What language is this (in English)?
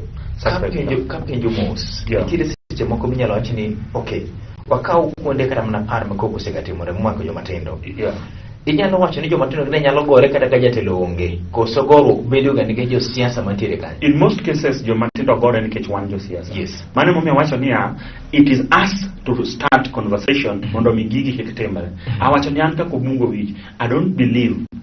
Luo (Kenya and Tanzania)